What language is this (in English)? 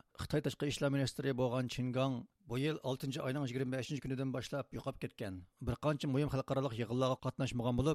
Uyghur